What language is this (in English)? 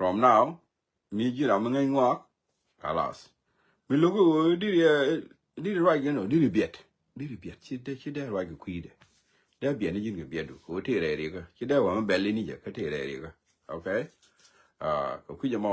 Nuer